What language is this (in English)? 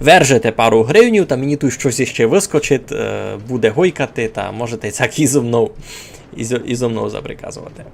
Rusyn